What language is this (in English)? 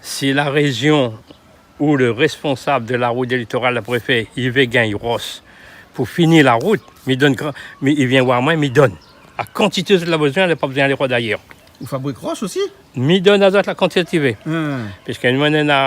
Réunion Creole French